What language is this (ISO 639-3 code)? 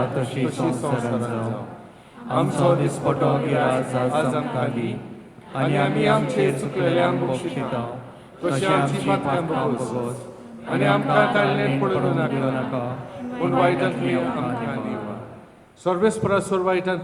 kok